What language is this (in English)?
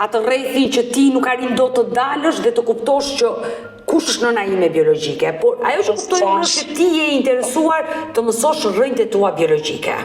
Albanian